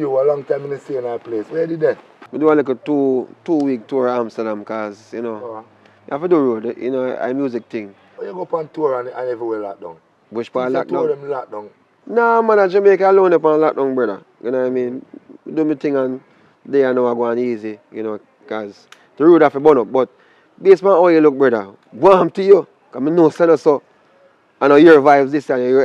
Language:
Jamaican Creole English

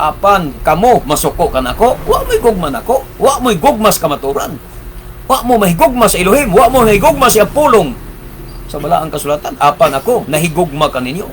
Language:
Cebuano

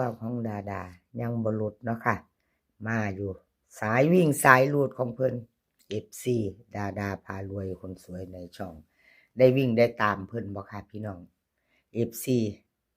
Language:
Northeastern Thai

